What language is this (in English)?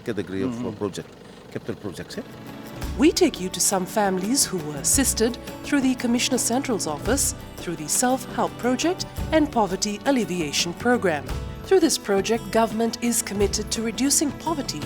Fijian